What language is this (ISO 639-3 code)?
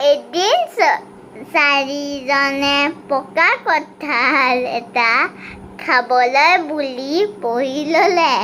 asm